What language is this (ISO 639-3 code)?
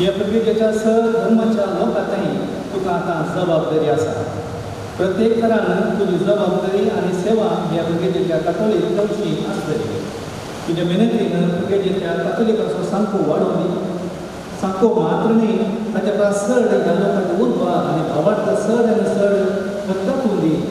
kok